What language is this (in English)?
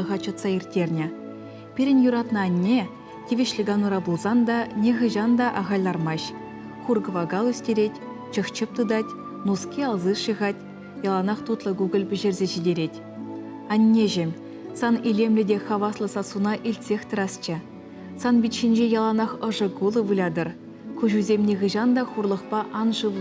Chuvash